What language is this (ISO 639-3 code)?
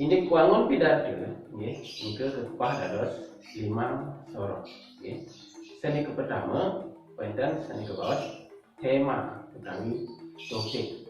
ban